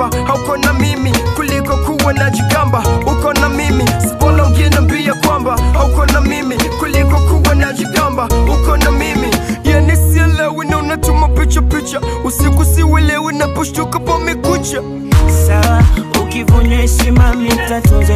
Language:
Swahili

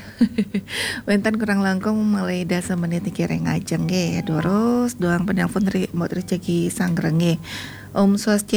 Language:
Balinese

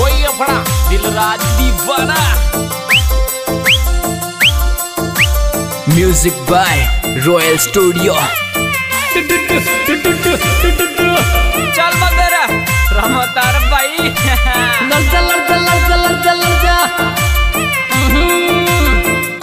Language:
Hindi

